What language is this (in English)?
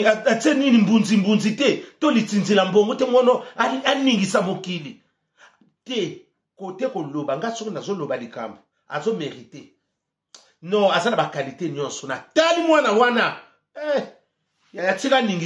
Lingala